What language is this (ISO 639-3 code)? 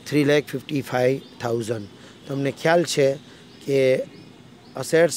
guj